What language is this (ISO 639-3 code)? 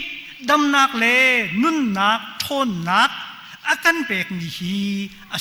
cnh